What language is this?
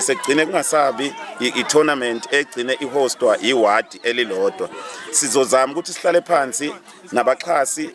Zulu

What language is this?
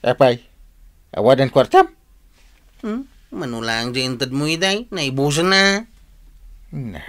Iloko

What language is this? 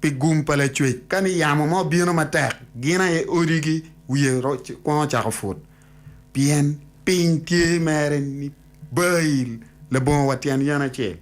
Acoli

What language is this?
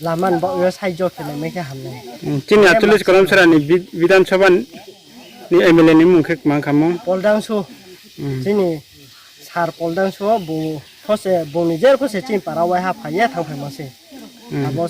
Riang (India)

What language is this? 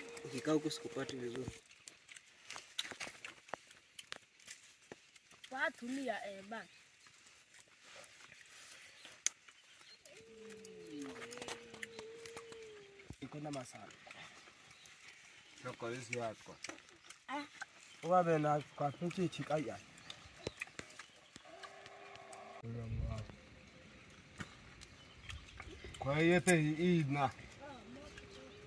Swahili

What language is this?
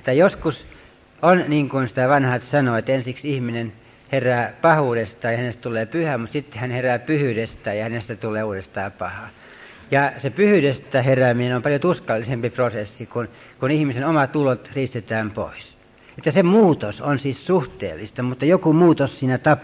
Finnish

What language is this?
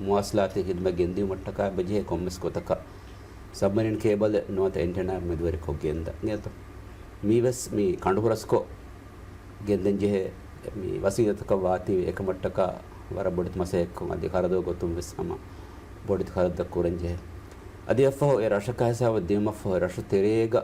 Divehi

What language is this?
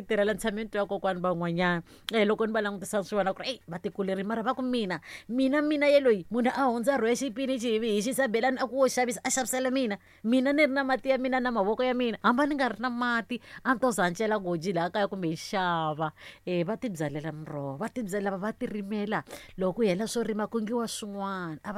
Tsonga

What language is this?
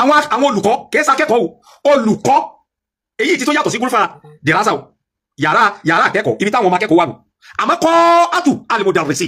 Yoruba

